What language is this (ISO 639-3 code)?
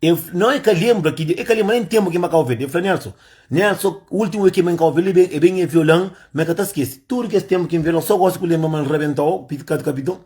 kea